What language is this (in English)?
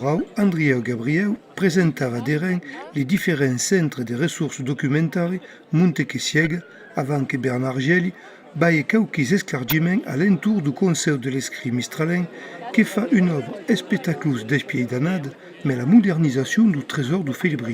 Occitan